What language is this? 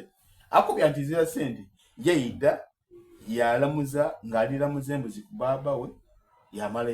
Soga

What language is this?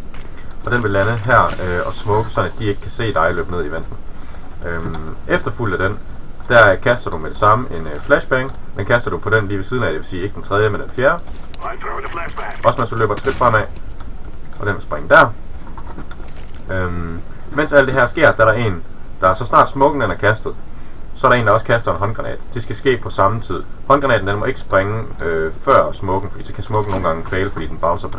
Danish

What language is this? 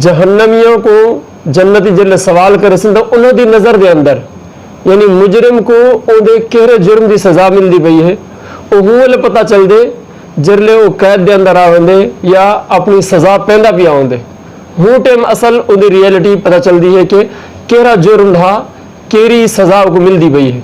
Saraiki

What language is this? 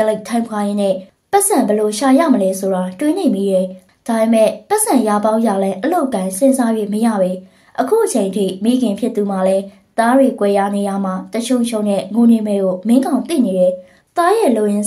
Burmese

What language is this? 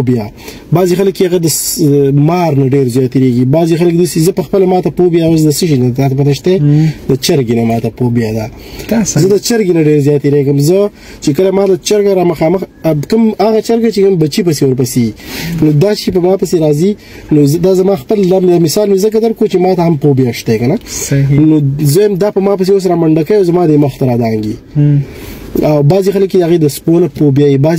Pashto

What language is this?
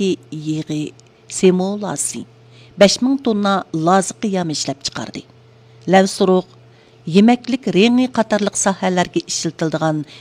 Uyghur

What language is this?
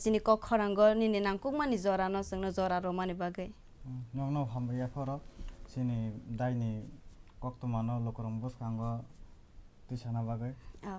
Kok Borok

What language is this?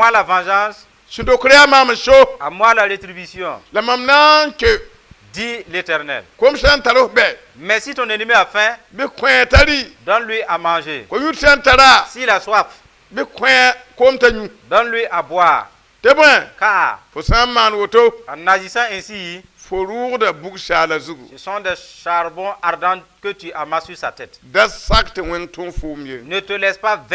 Mossi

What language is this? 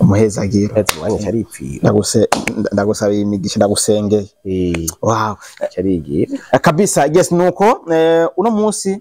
Rundi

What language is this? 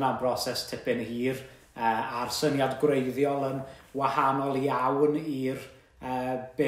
Welsh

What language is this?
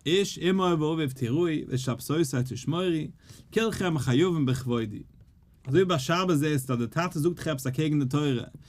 Yiddish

